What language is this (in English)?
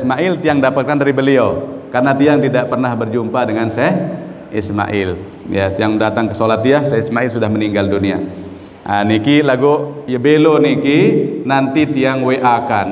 Sasak